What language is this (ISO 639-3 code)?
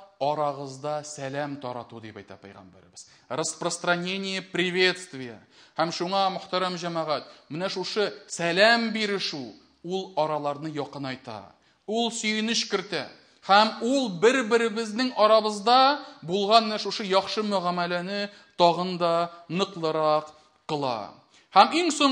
tat